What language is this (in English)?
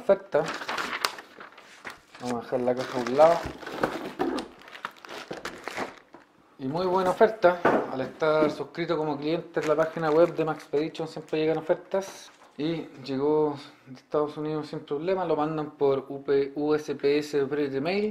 Spanish